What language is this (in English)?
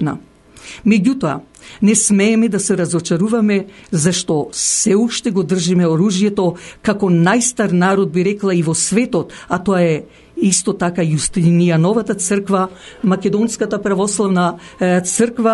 Macedonian